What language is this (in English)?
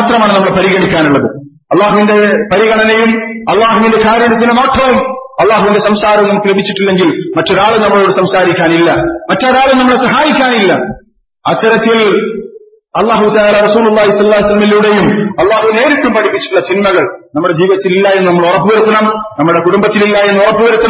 Malayalam